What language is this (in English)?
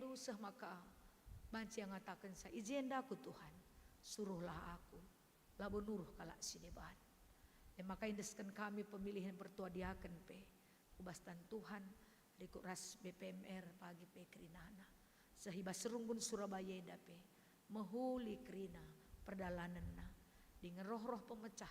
Batak Karo